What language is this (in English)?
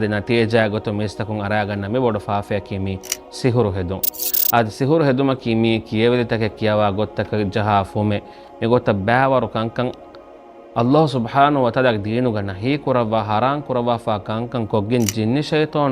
Divehi